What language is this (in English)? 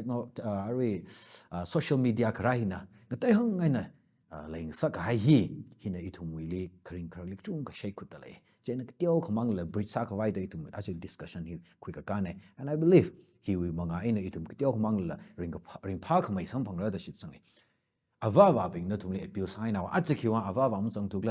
Tangkhul Naga (India)